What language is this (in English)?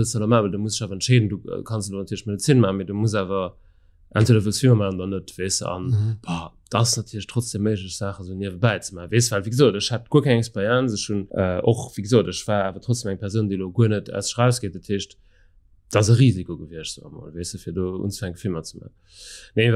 Luxembourgish